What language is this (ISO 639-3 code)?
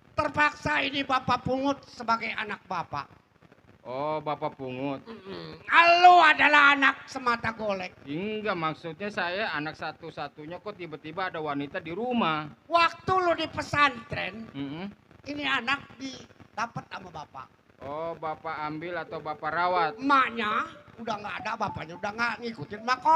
bew